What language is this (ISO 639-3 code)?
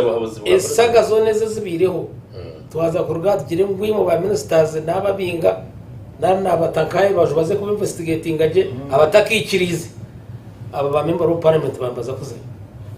nyn